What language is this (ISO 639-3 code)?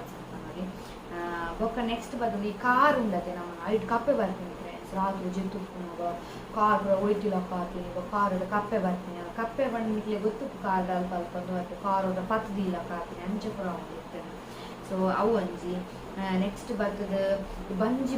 tcy